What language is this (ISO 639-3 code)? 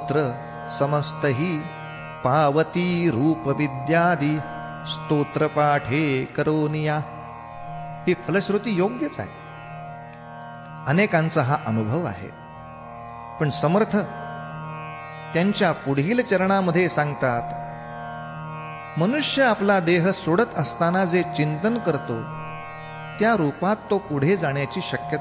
mar